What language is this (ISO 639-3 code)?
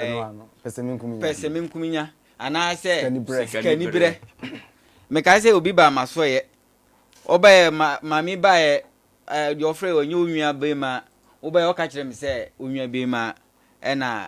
aka